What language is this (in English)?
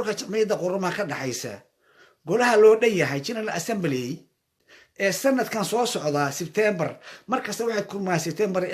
Somali